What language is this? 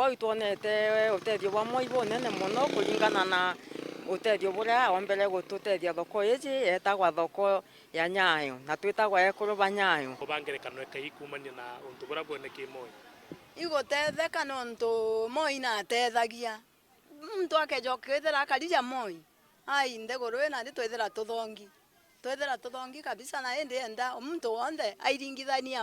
Meru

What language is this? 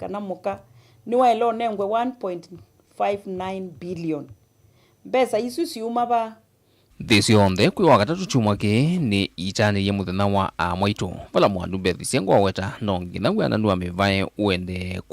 Kamba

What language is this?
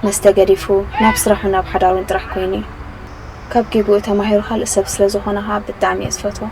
Tigrinya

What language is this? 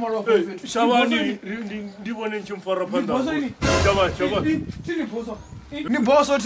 Venda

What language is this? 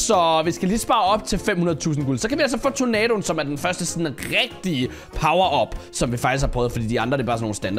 Danish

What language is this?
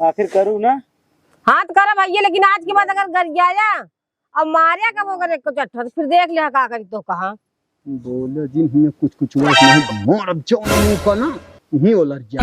Awadhi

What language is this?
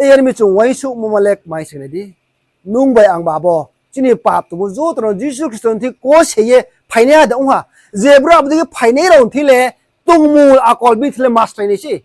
Riang (India)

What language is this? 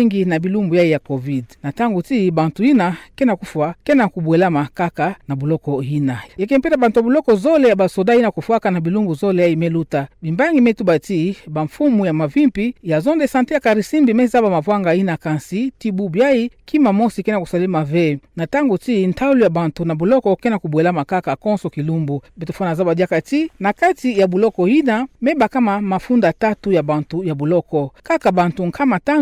Kituba (Democratic Republic of Congo)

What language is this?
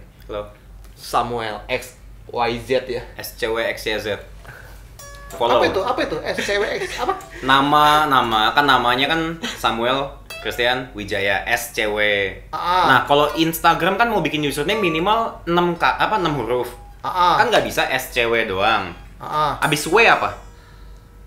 Indonesian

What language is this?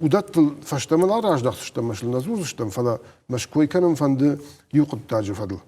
Ossetic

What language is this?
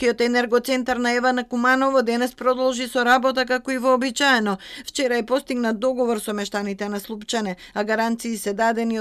Macedonian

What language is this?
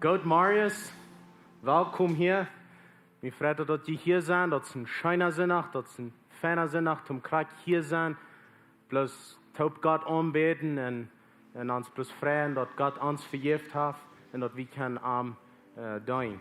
Plautdietsch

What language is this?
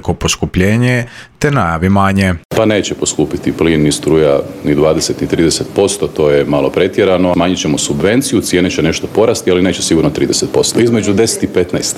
Croatian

